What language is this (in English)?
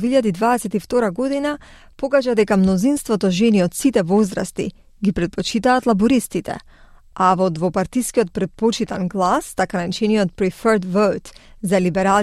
Macedonian